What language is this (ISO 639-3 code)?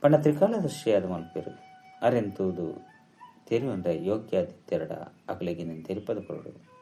tcy